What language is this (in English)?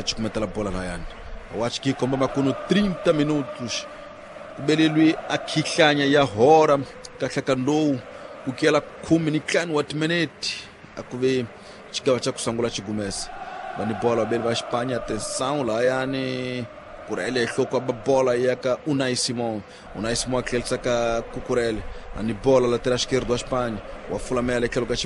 Tsonga